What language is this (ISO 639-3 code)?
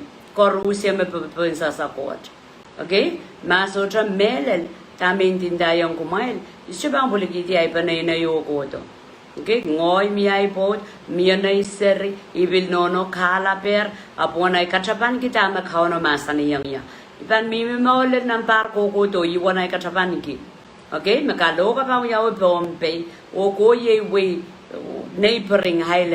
pon